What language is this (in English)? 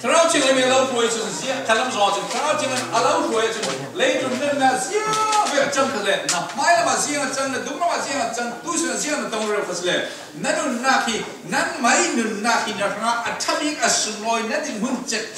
Falam Chin